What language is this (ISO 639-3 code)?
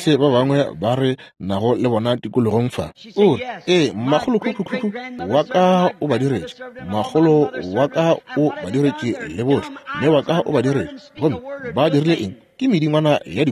nso